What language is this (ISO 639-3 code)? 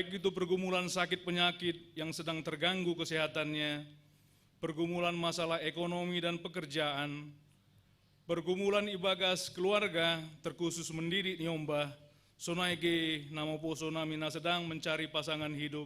bts